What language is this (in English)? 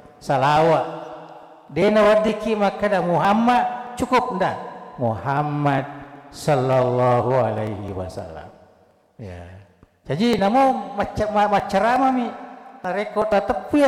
Buginese